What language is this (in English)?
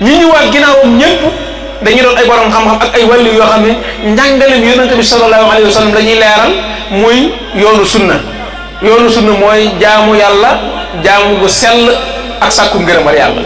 Wolof